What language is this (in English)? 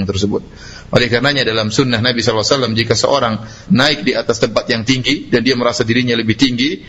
Indonesian